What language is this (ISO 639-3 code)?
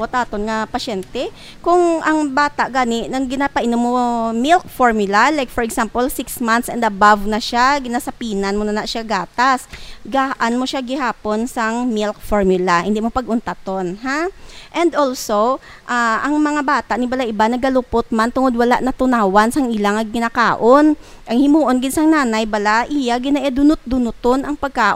hil